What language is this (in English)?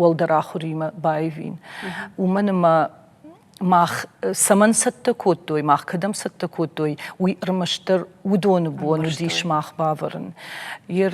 Ossetic